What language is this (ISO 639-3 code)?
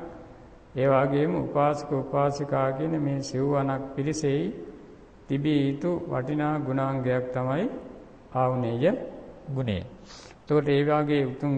sin